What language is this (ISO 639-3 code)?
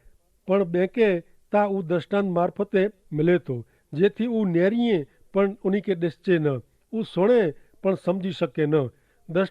kfr